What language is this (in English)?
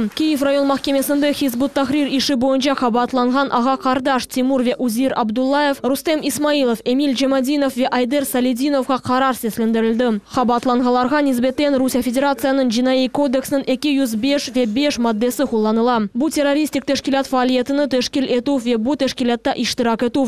Crimean Tatar